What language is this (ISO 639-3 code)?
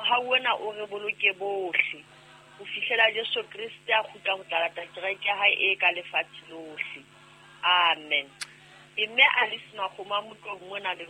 sot